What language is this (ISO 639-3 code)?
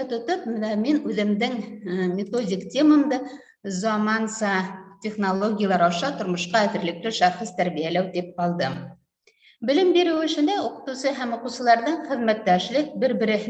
bak